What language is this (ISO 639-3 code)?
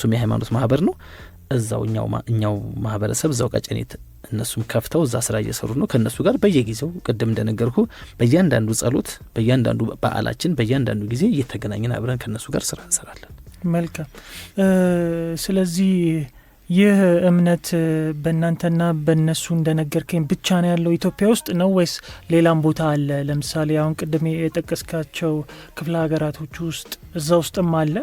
amh